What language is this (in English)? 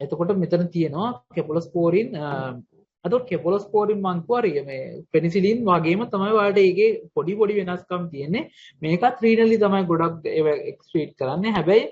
Sinhala